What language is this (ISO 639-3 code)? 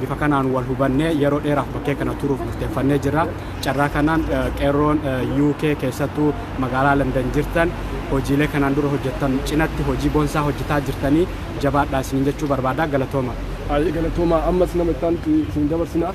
orm